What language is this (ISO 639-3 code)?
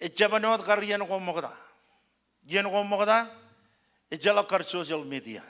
mah